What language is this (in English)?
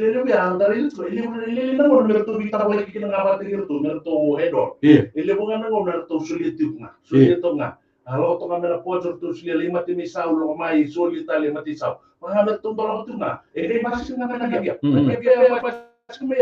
Fijian